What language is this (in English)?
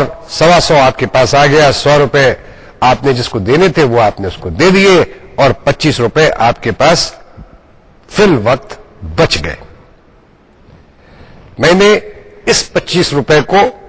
Urdu